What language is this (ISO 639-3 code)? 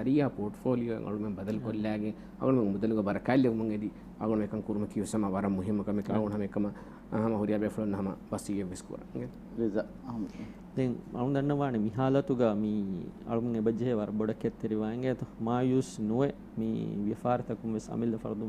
div